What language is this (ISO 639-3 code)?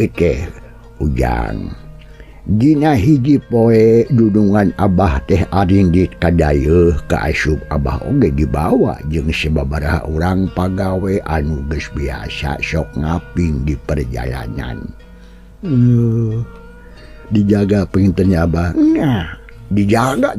sun